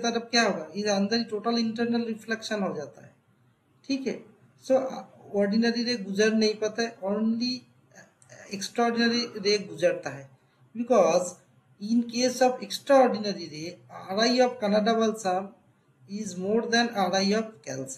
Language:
Hindi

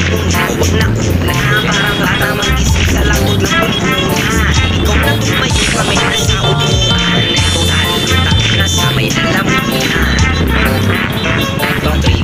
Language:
Filipino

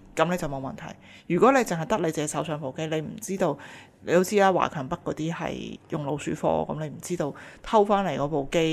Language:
Cantonese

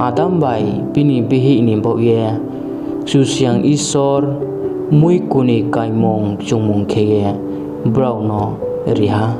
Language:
Riang (India)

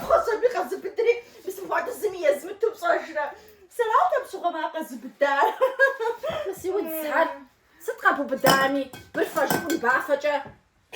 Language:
Kabardian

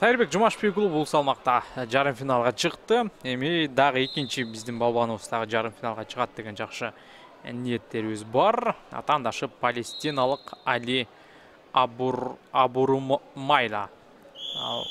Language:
Kyrgyz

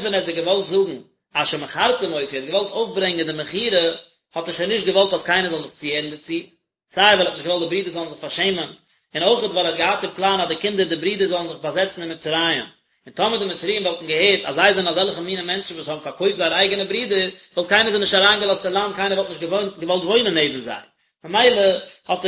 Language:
Yiddish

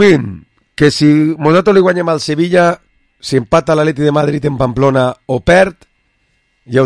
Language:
Catalan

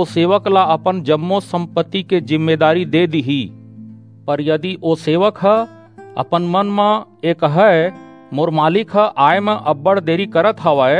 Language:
Chhattisgarhi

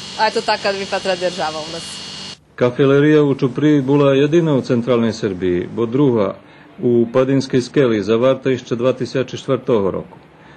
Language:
Rusyn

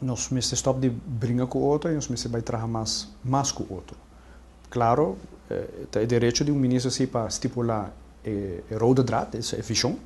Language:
Papiamento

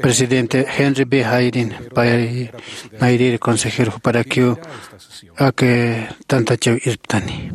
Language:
Aymara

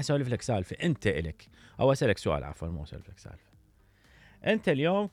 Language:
Mesopotamian Arabic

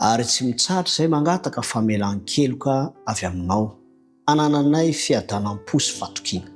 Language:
Malagasy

